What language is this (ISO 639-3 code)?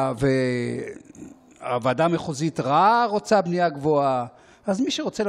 heb